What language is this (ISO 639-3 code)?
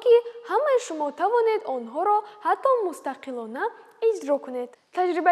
tgk